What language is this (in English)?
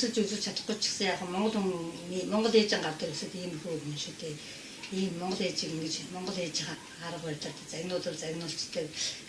Mongolian